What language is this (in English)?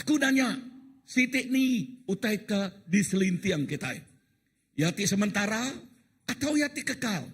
Iban